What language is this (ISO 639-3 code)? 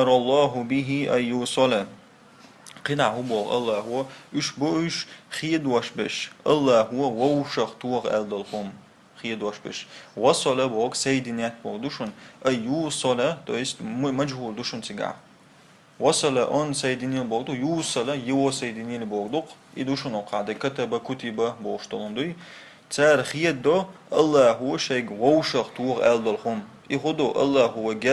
che